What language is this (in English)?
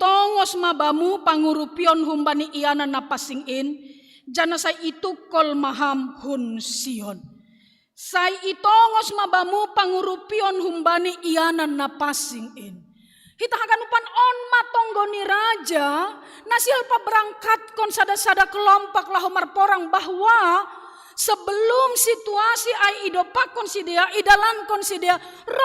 Batak Simalungun